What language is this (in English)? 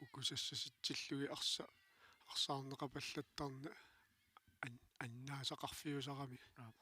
Kalaallisut